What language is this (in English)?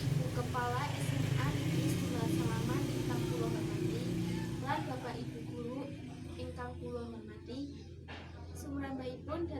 Javanese